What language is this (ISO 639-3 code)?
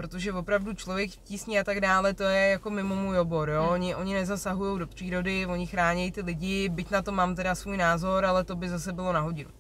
ces